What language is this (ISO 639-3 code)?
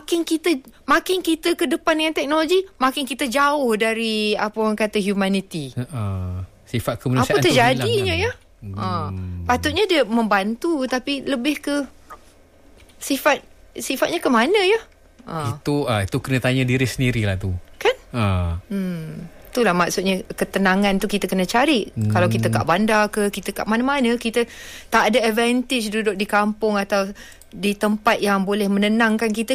msa